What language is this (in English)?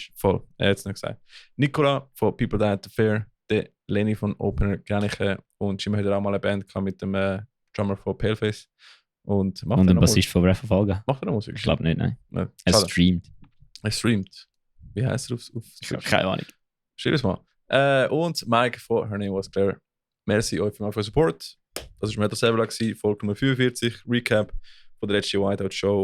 Swiss German